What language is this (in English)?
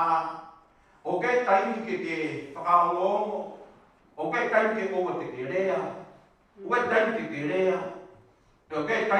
Tongan